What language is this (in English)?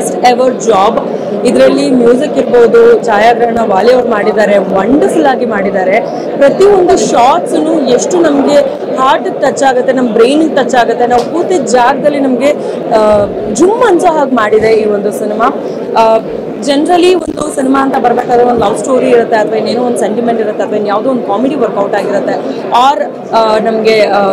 Kannada